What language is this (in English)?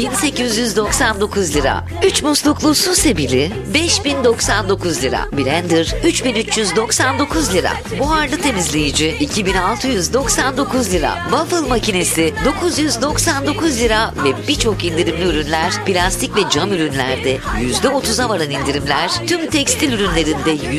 Turkish